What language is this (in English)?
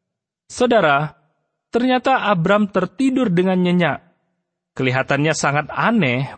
Indonesian